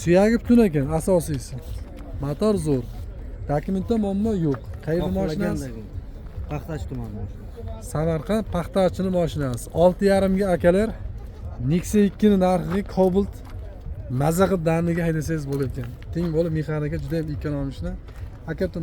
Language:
Uzbek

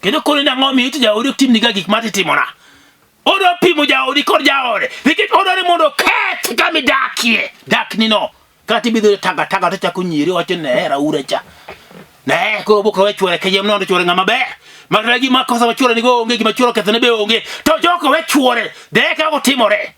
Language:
Luo (Kenya and Tanzania)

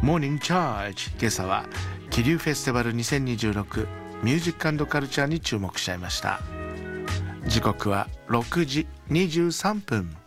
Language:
Japanese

